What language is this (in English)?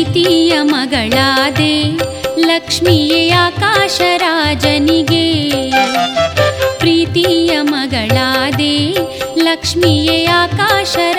Kannada